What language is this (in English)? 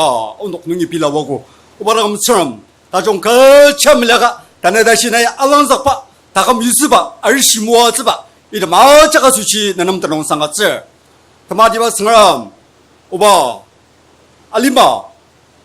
Ao Naga